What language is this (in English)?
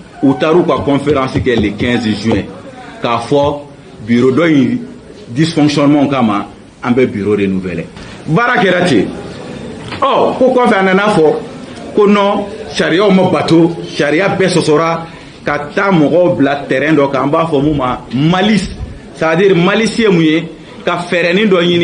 Bambara